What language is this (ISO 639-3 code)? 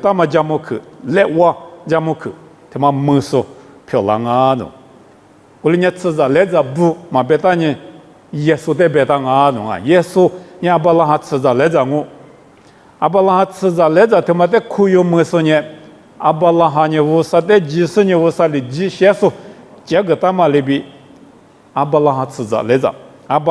lis